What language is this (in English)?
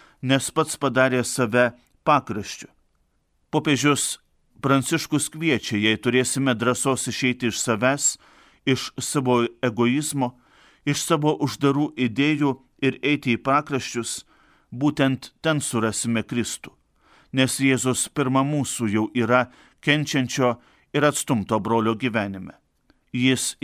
Lithuanian